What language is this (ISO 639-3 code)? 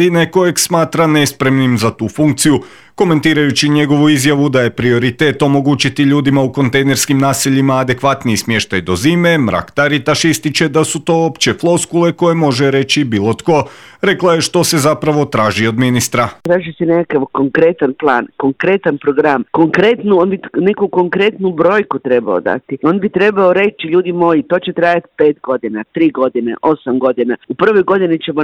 hrv